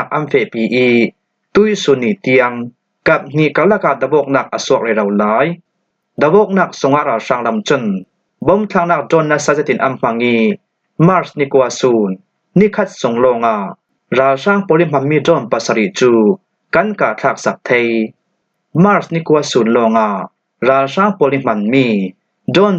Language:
Falam Chin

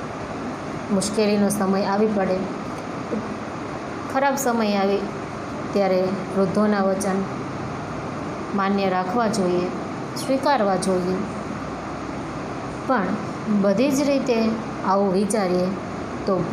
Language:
Gujarati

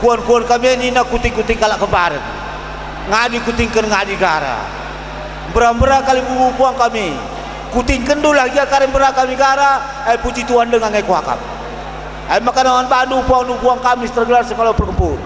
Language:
Batak Karo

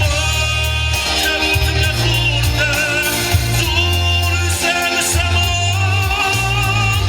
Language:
Ossetic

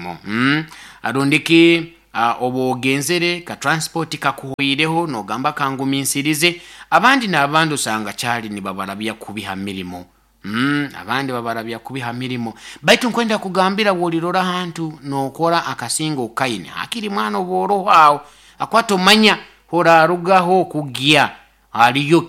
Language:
Nyoro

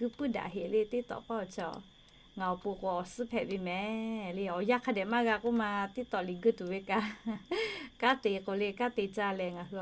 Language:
Lahu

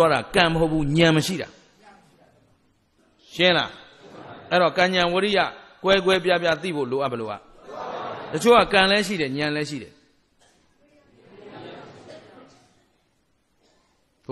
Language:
Burmese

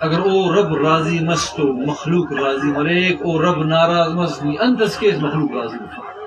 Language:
Brahui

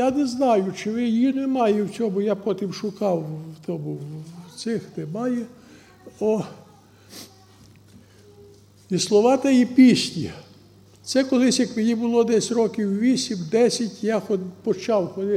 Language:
Ukrainian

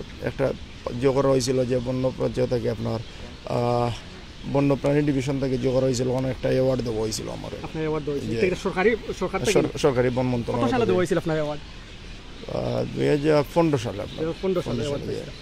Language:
Sylheti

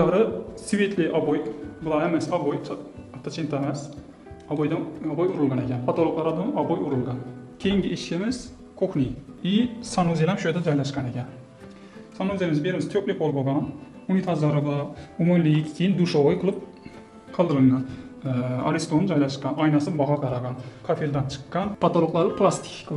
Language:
Uzbek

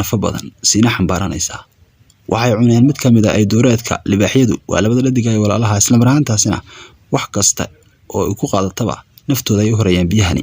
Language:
Somali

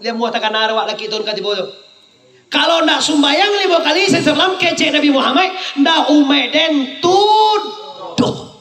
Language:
Minangkabau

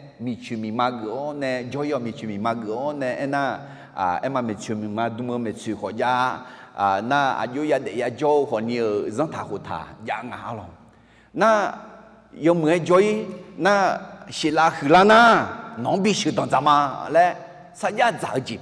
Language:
Akha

